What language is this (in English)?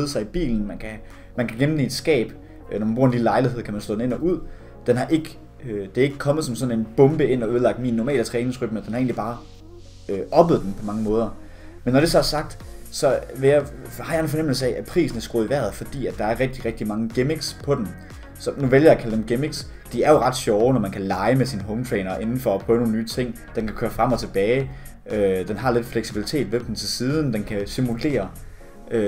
Danish